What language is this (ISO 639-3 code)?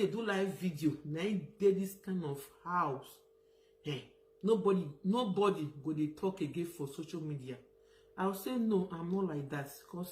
pcm